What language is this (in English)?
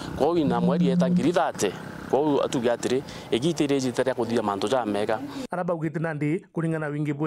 Meru